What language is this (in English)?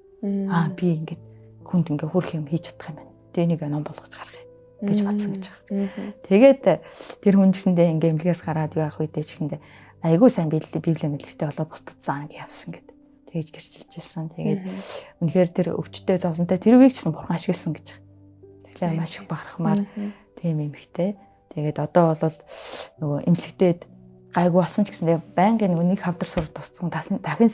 Mongolian